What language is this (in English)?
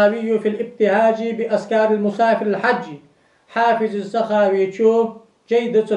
Ingush